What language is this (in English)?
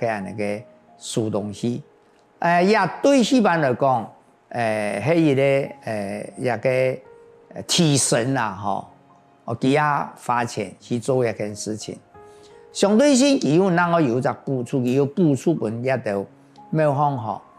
Hakka Chinese